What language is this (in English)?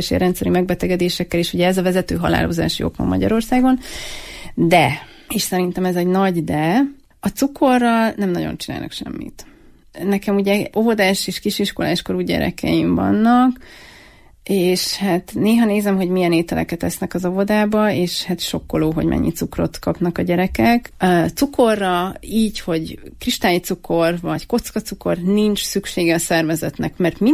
Hungarian